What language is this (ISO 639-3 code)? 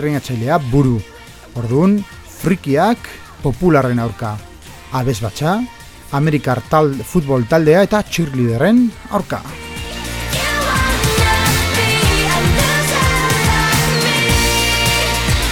eus